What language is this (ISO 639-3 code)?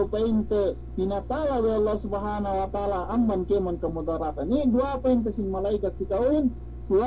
yka